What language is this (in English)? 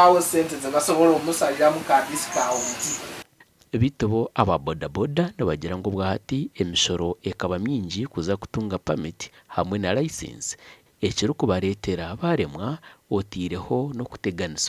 Nyankole